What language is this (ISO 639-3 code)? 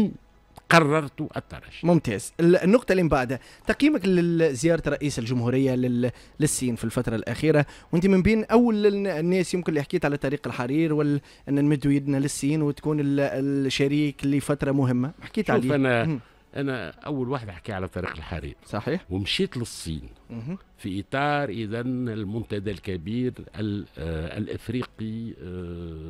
aeb